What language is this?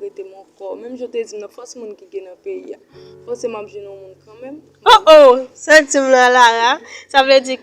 Haitian Creole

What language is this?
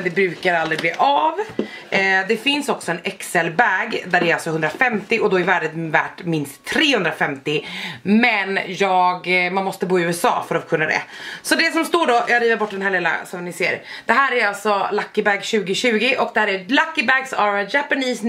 Swedish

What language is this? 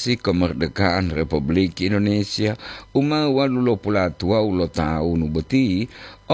Gorontalo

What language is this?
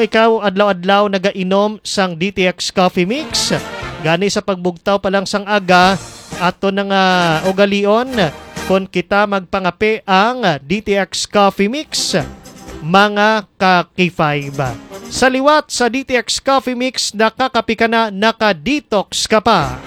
Hiligaynon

